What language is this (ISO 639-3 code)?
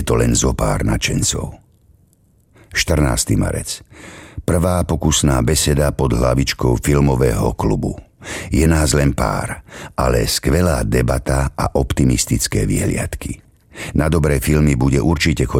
slk